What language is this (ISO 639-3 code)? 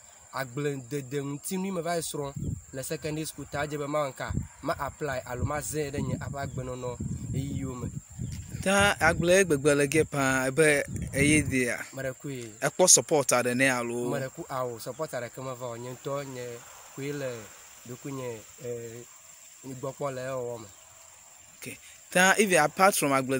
ewe